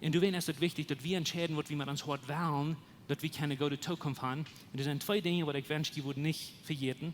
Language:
Plautdietsch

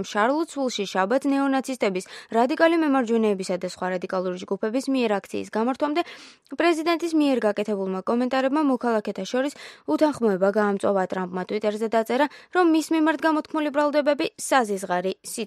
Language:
Georgian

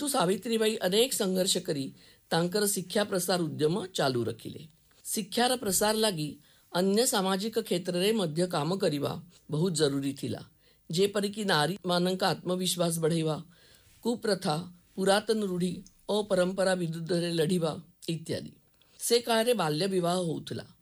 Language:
Odia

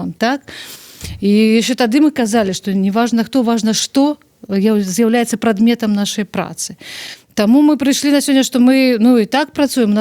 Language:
Belarusian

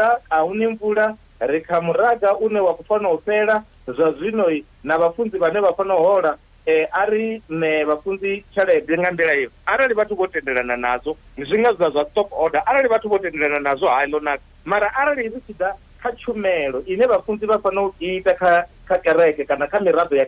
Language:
Venda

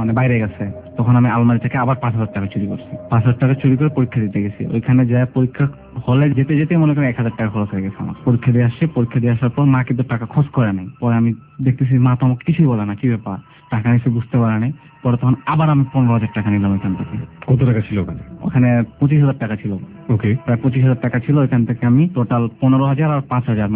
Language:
Bangla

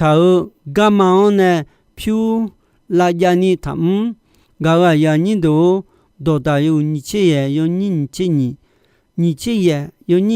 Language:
Akha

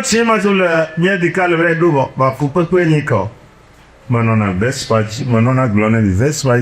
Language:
Ewe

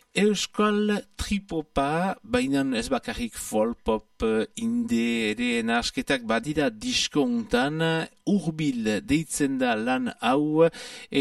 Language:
Basque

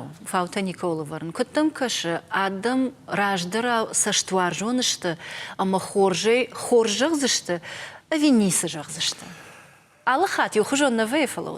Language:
Ossetic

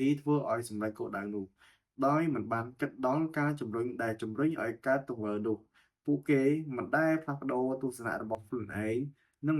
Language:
Khmer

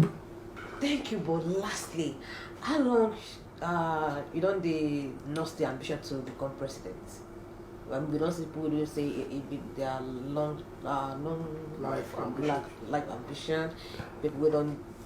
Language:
Nigerian Pidgin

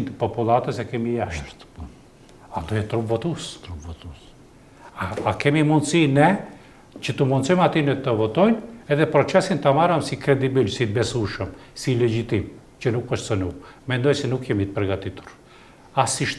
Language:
Albanian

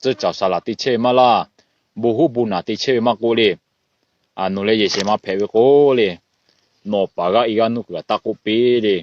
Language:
Lahu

